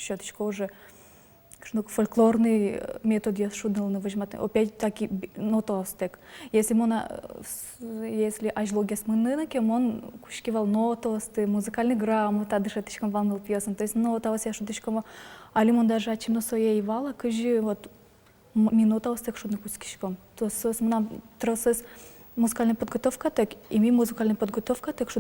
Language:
Udmurt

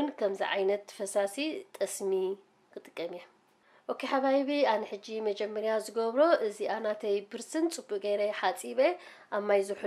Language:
Tigrinya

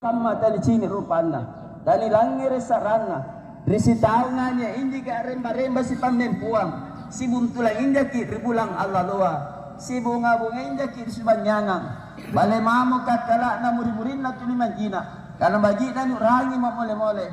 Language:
Makasar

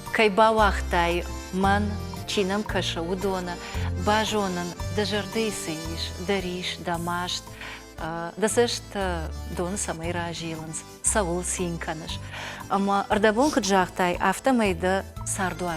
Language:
Ossetic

